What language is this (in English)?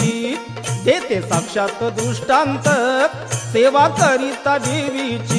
Marathi